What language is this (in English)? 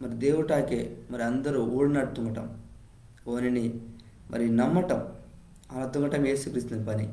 Koya